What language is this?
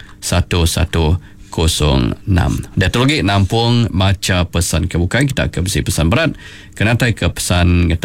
Iban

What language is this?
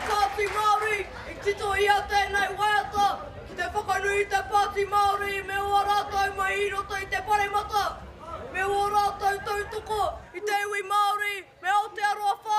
Māori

